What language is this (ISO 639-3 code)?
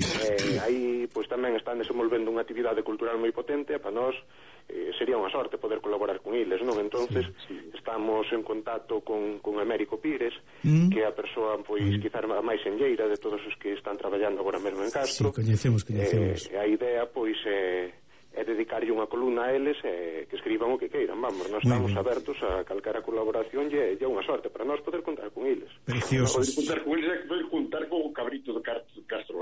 glg